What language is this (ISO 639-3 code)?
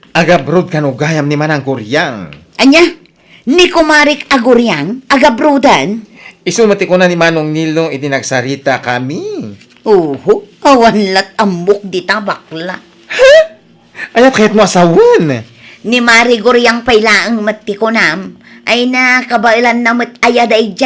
ilo